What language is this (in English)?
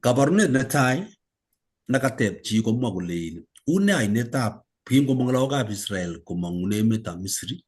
Kalenjin